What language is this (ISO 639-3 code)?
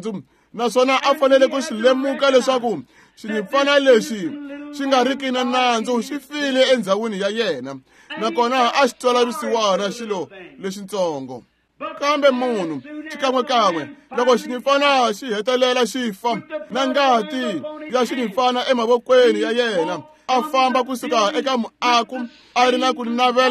tso